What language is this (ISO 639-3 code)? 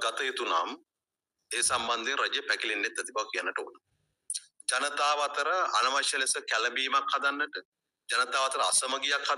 sin